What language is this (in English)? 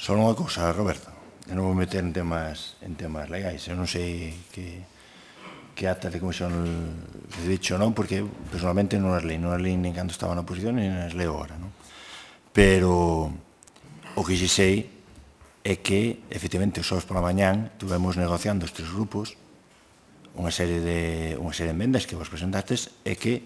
Galician